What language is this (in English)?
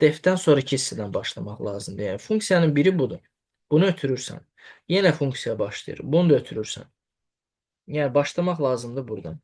Azerbaijani